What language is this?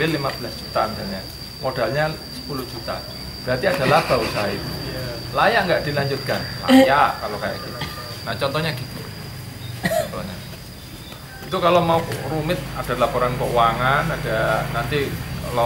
Indonesian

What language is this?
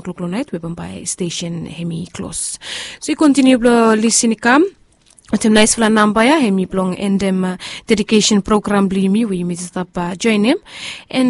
Bislama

